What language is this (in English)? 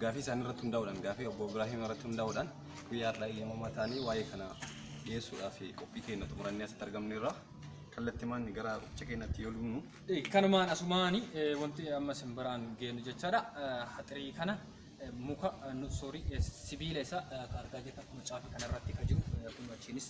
Oromo